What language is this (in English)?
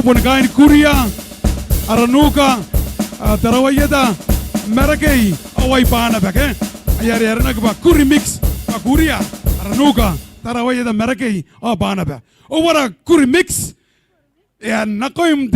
Gilbertese